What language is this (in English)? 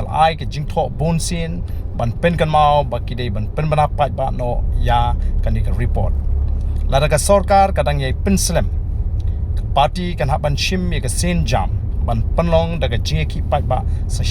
Khasi